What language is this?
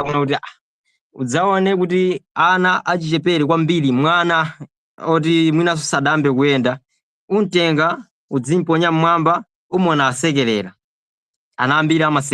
Nyanja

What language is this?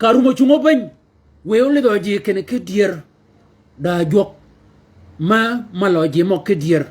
Shilluk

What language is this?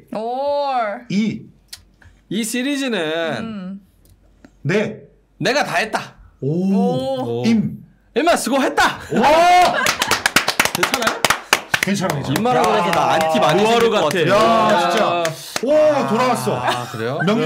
Korean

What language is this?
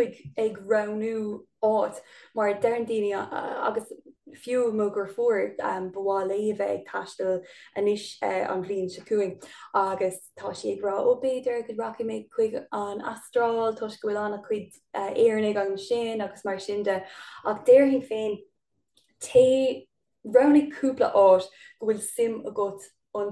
Irish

